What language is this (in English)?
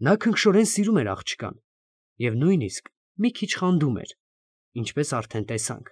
Armenian